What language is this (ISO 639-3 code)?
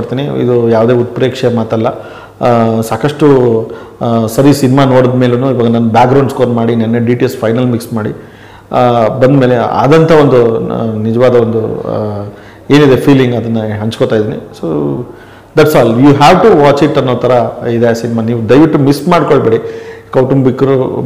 kan